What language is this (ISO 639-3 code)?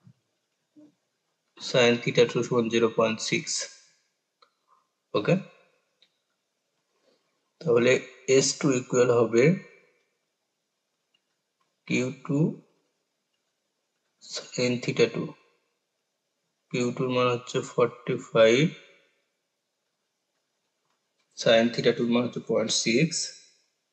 ben